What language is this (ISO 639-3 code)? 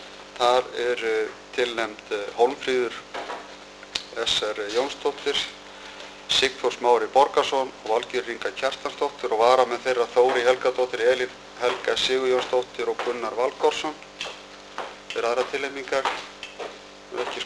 isl